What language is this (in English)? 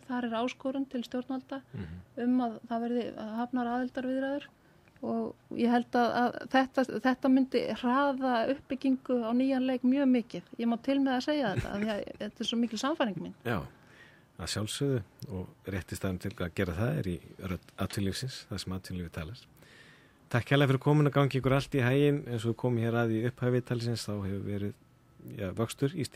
Icelandic